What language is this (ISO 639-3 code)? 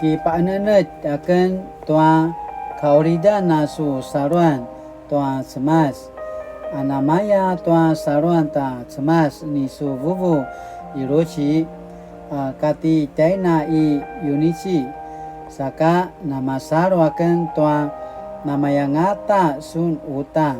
pwn